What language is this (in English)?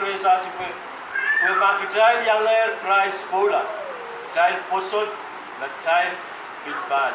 Pohnpeian